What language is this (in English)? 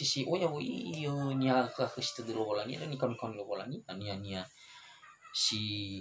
Nias